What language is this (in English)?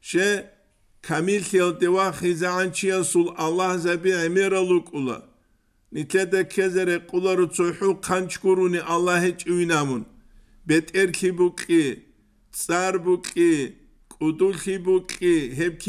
Avaric